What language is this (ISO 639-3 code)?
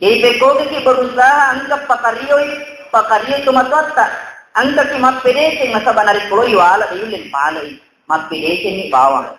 bug